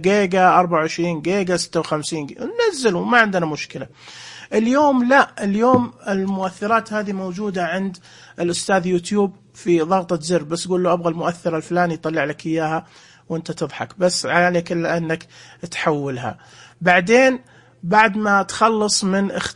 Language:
Najdi Arabic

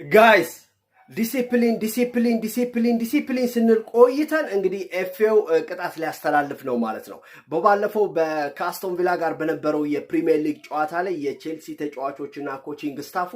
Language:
Amharic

